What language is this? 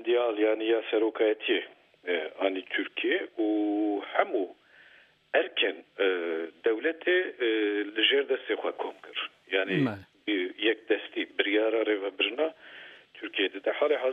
Kurdish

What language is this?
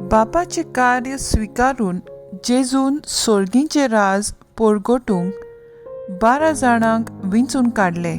Konkani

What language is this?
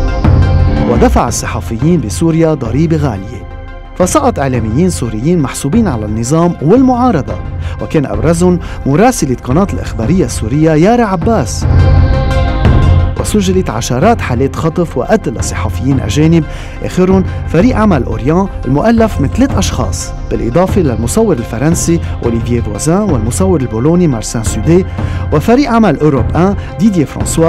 Arabic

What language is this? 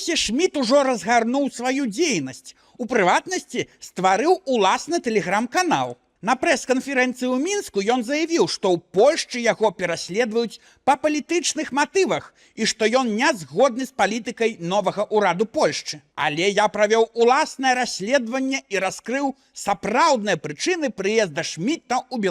Belarusian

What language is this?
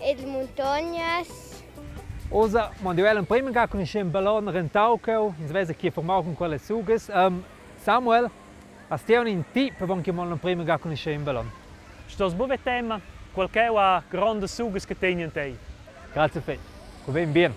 Romansh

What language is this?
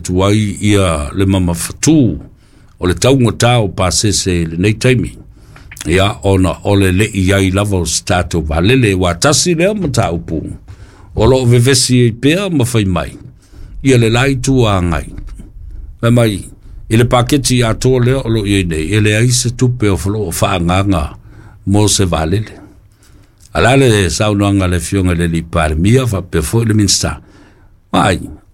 Samoan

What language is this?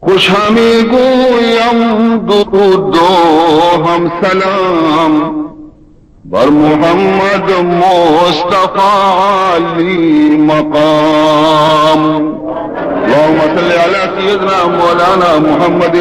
Baluchi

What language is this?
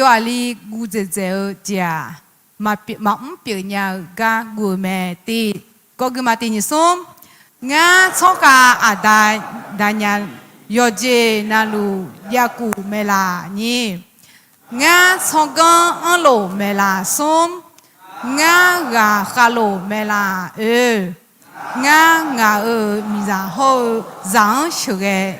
Akha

